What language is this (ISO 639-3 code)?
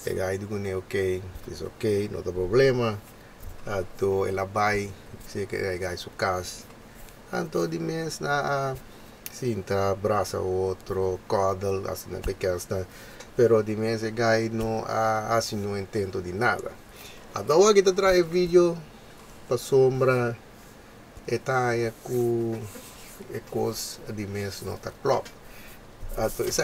pap